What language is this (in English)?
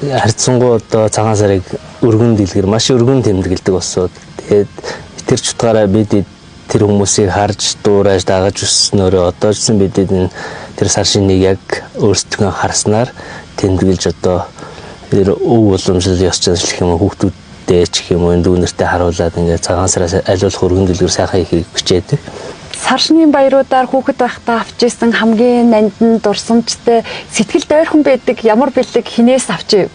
Mongolian